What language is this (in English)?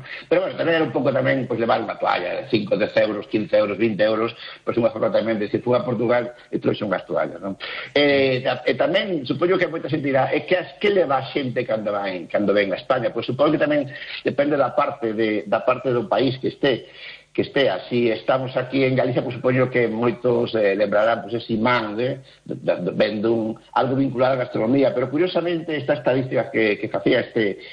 Galician